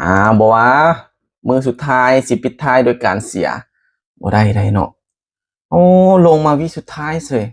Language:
Lao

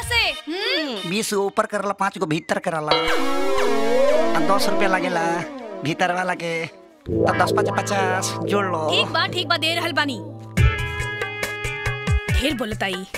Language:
Bhojpuri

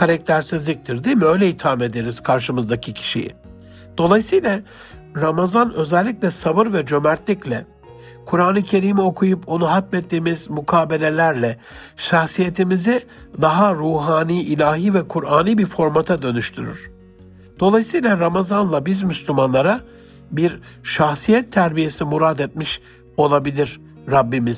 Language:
Turkish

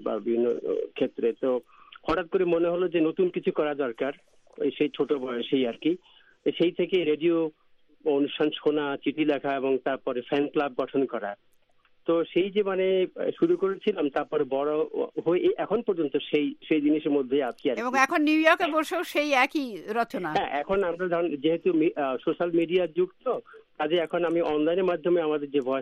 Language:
Bangla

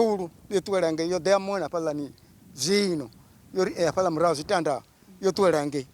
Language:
Venda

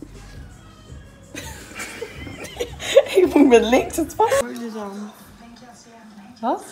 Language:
Dutch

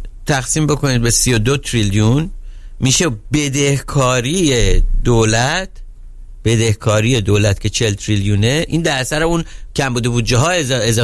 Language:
Persian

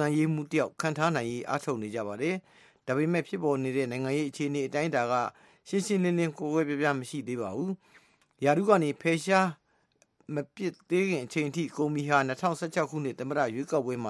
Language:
Burmese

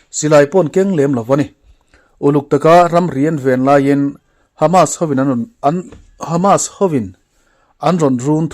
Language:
Mizo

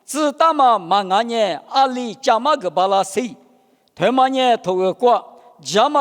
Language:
Lisu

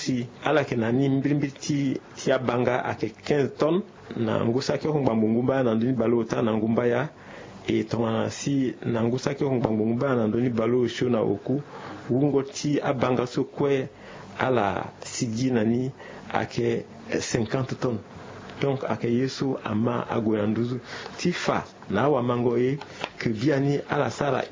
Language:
Sango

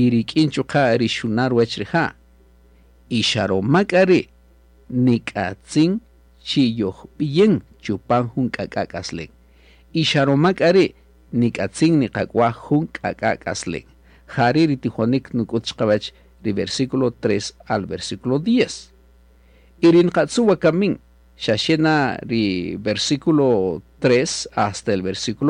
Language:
Kaqchikel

